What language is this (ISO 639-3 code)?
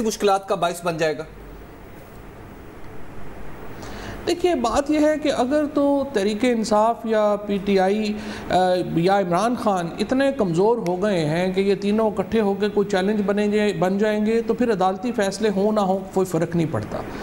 urd